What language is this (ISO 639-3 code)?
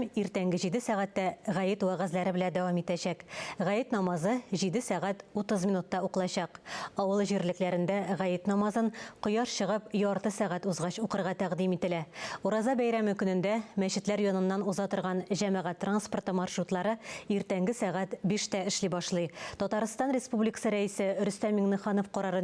tat